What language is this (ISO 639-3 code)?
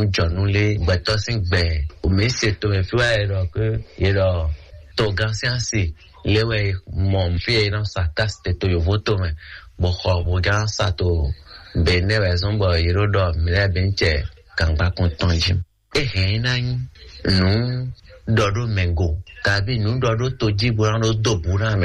fon